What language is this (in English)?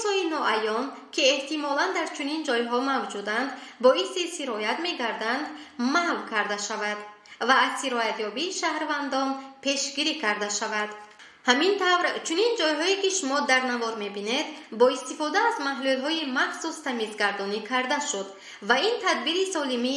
Tajik